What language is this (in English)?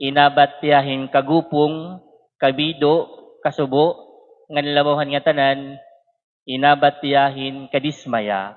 Waray